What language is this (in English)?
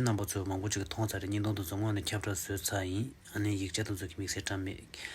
Tibetan